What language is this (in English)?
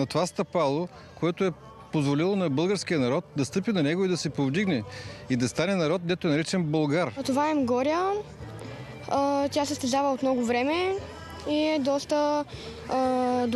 Bulgarian